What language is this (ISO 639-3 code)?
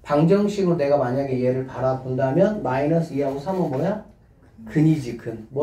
kor